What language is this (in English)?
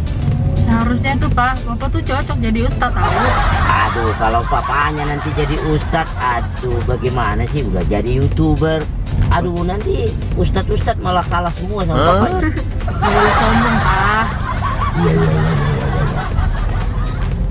Indonesian